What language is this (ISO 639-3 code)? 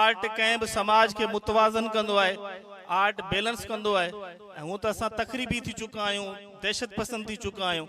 snd